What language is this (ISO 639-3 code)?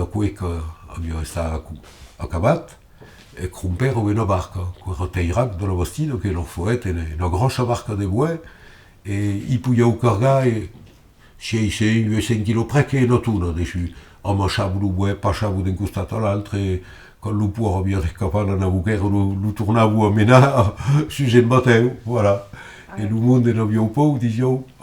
oci